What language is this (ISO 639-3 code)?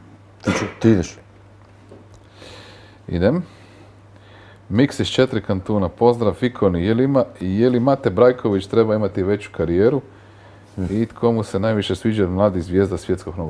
hrv